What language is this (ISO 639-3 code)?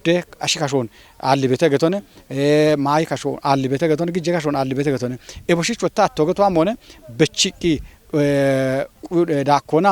kbr